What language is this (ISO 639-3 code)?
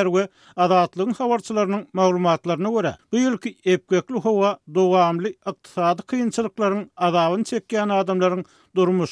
tuk